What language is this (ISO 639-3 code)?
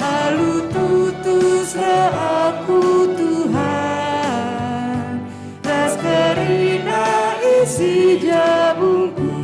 btx